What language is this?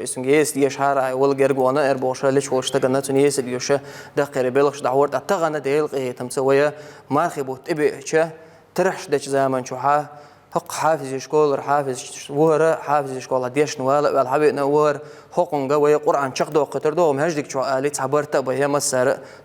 Chechen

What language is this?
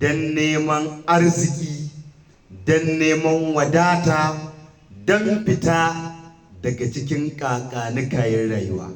Hausa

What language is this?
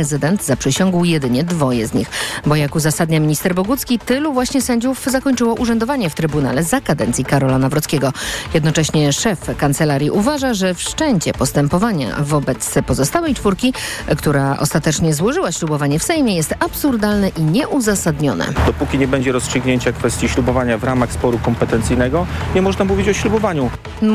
Polish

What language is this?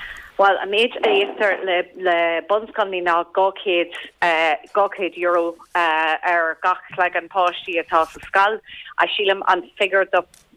Irish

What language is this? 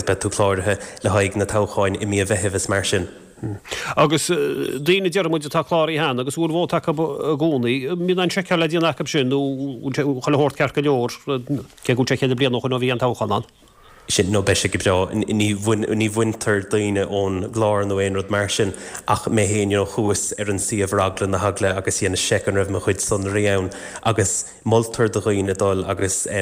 Irish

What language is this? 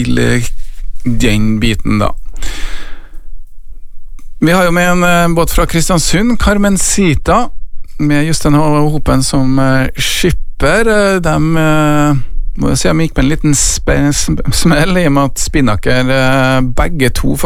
Norwegian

